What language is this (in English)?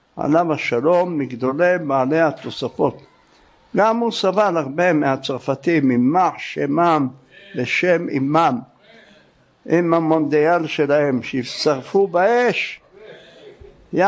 Hebrew